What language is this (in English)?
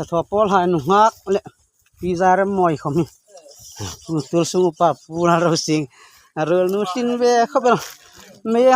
Hmar